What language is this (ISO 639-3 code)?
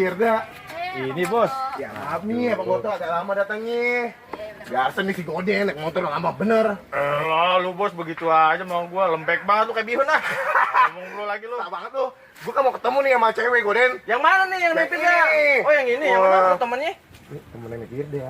bew